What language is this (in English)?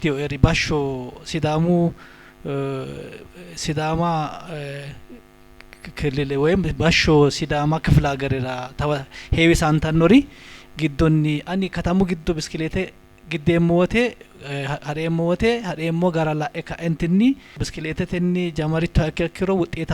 Sidamo